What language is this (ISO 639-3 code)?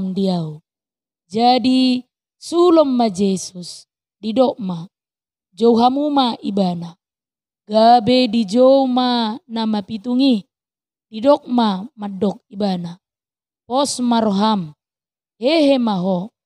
bbc